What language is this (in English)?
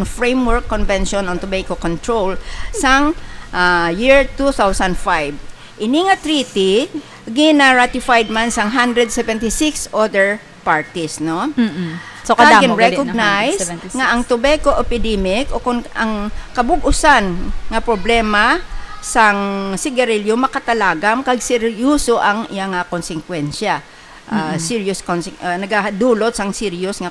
Hiligaynon